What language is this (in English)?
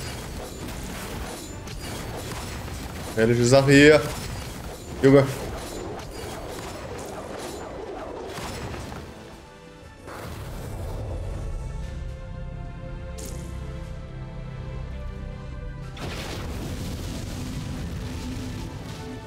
German